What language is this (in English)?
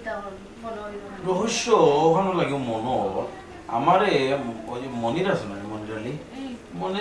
Sylheti